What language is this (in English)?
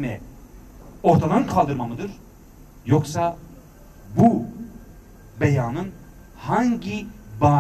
Turkish